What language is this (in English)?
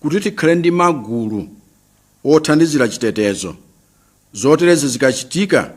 Nyanja